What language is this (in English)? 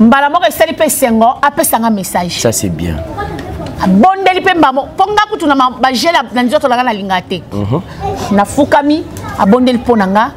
Lingala